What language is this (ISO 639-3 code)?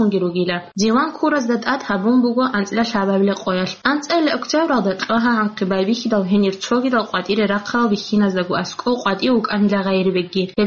ava